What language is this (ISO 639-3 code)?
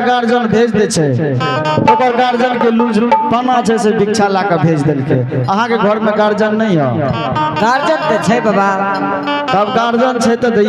anp